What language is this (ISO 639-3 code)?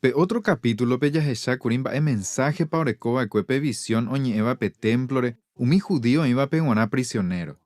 grn